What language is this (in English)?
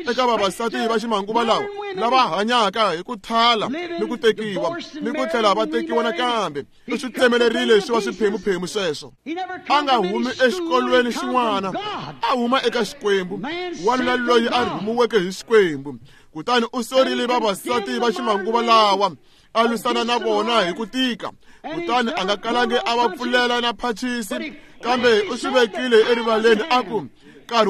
Tsonga